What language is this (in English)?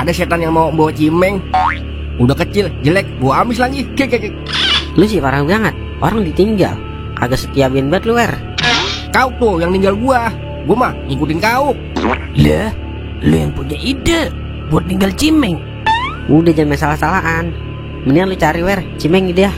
Betawi